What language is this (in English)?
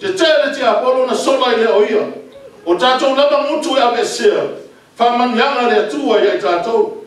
Samoan